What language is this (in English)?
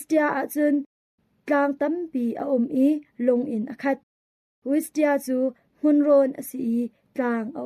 Hakha Chin